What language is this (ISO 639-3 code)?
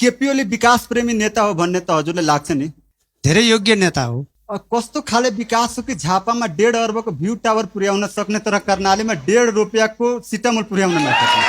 nep